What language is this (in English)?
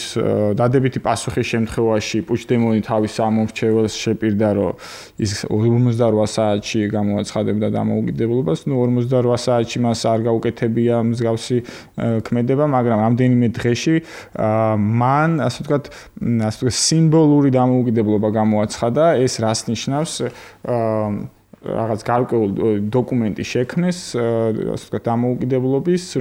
Georgian